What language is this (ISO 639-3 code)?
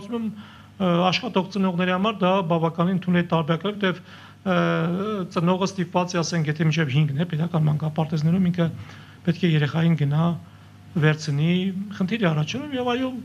hye